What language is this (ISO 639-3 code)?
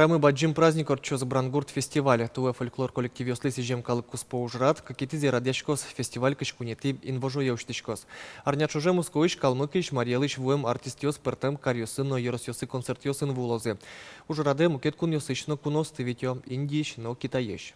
udm